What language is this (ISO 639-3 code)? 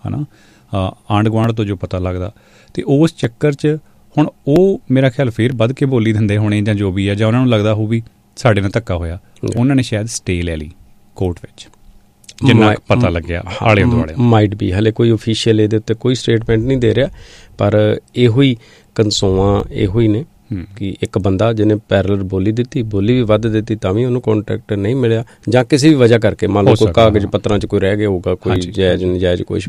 pan